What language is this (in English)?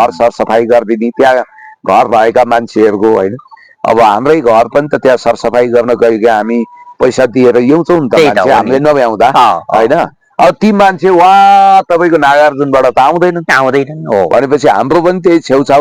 Nepali